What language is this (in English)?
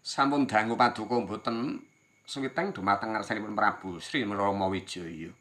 Javanese